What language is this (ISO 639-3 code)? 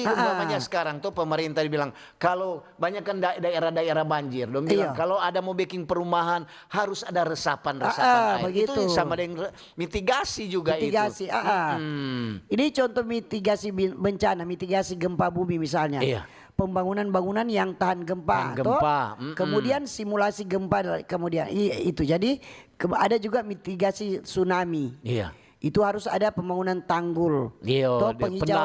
xmm